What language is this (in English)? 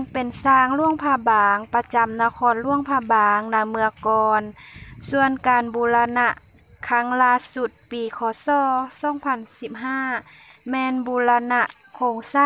Lao